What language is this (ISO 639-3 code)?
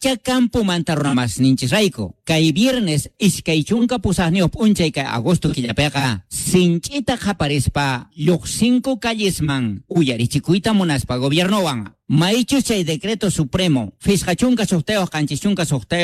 que